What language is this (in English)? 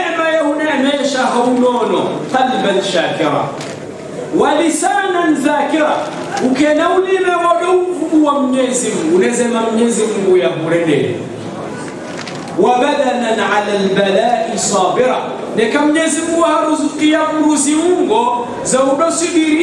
Swahili